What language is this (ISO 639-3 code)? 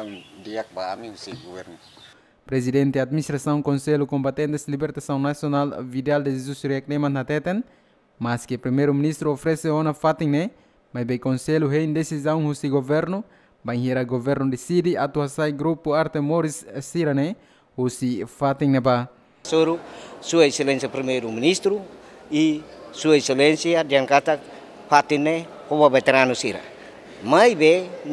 tet